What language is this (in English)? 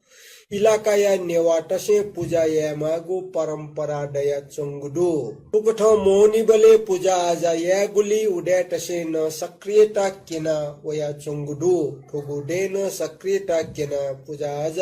Newari